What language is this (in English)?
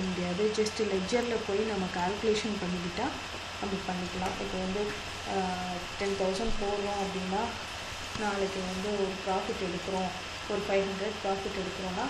Tamil